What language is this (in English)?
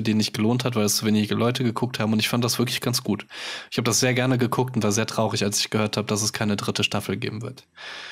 German